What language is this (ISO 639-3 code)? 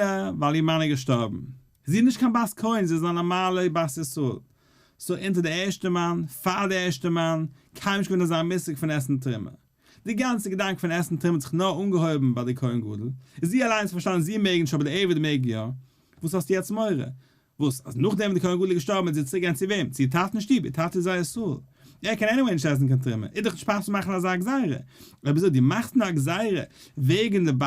yid